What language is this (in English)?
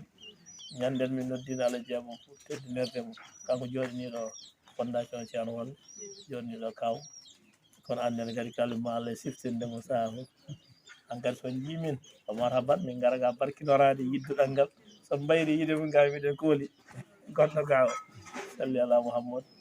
Fula